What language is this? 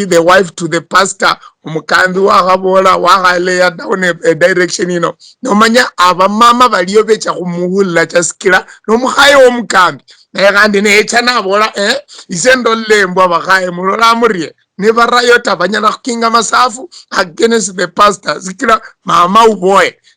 Luyia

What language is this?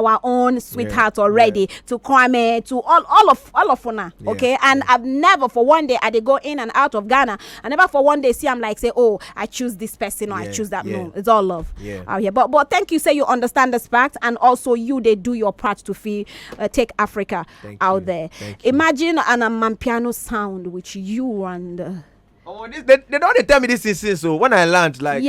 Nigerian Pidgin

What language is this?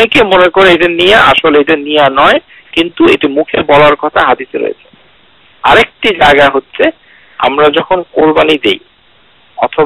Bangla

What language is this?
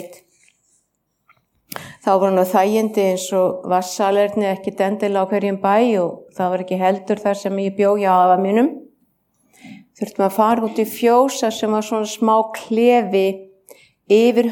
Icelandic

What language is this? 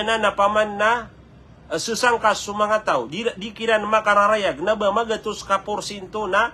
Maranao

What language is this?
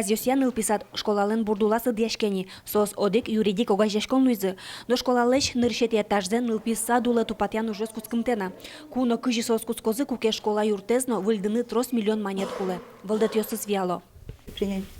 Udmurt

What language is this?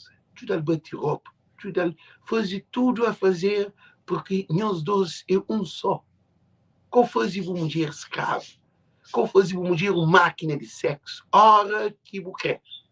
Kabuverdianu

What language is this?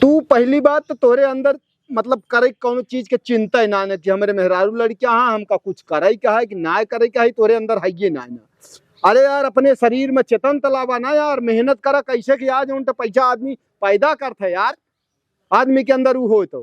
Awadhi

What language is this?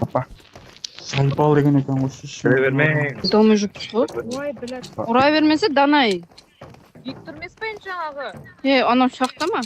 Kara-Kalpak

